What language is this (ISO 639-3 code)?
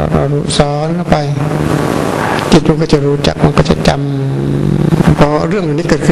tha